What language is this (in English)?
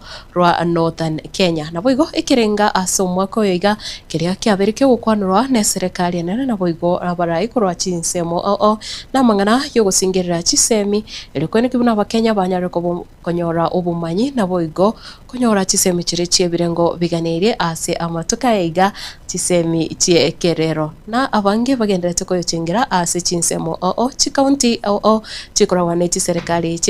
Gusii